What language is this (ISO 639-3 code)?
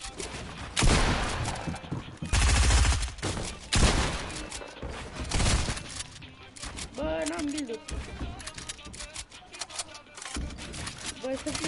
ron